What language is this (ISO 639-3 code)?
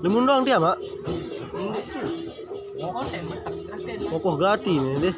sas